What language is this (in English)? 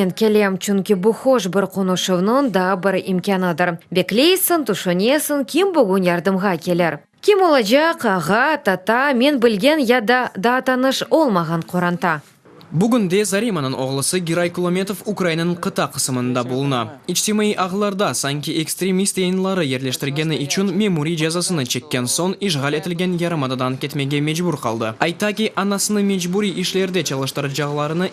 Crimean Tatar